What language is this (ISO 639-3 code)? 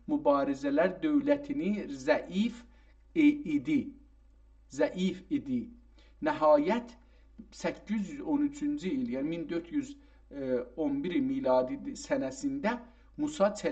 azb